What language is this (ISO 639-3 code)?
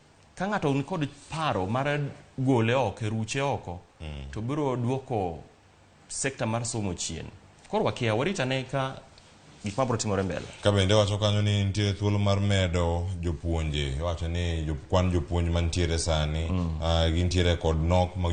luo